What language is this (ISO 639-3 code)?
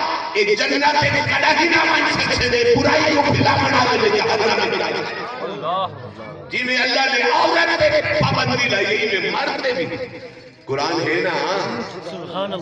skr